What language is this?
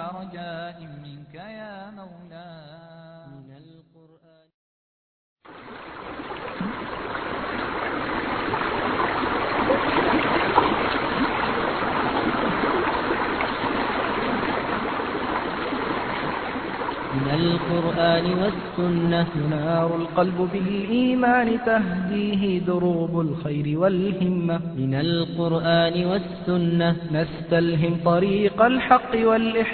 Bosnian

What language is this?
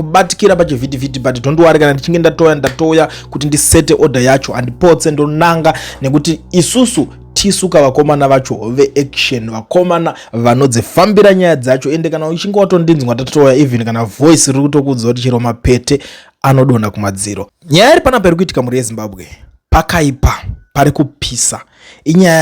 Shona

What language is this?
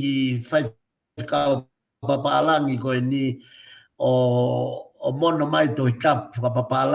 Tongan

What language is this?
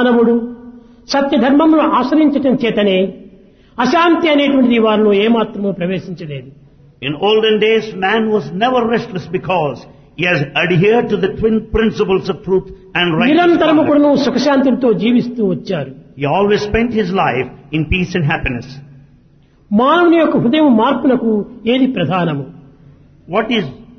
Telugu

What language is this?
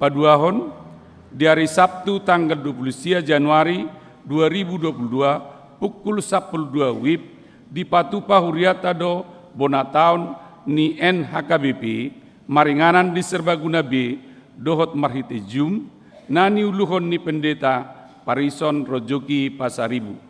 Batak Toba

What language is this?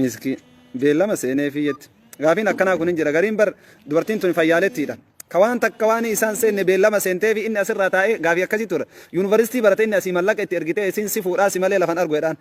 Oromo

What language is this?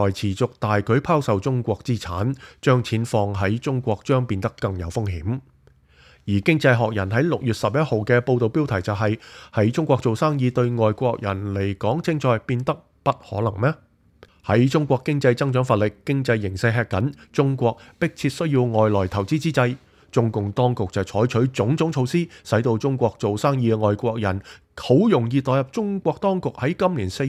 Cantonese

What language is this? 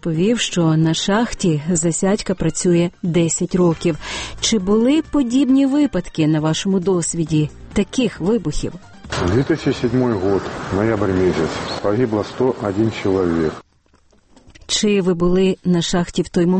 Ukrainian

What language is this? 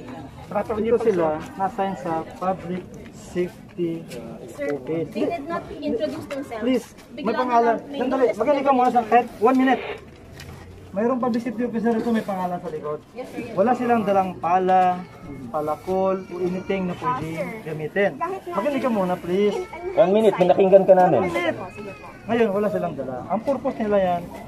Filipino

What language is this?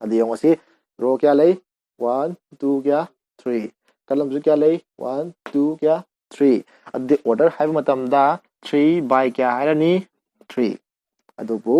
Manipuri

